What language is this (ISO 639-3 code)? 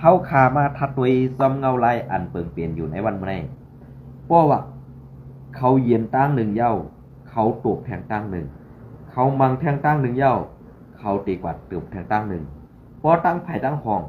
shn